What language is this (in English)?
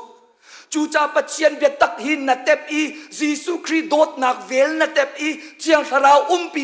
Hakha Chin